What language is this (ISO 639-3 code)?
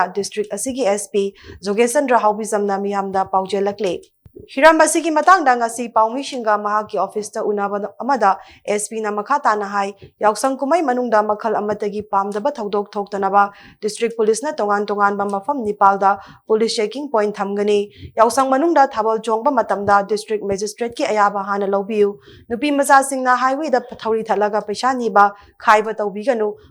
mni